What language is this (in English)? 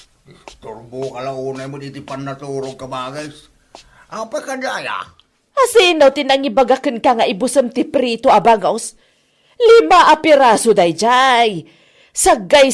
Iloko